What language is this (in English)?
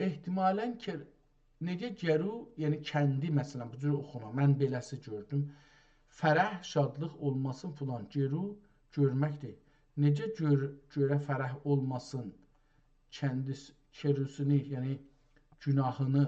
South Azerbaijani